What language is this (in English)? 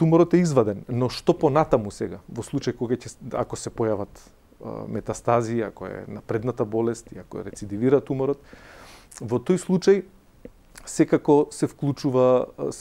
Macedonian